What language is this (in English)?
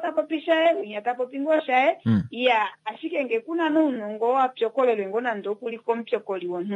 Kuanyama